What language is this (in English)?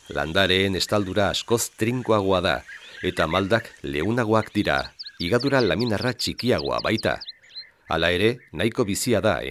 Basque